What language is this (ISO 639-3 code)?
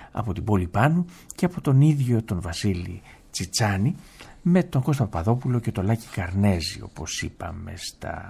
ell